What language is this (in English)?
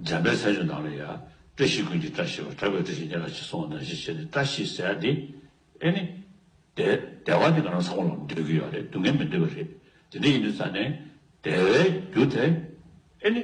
Tibetan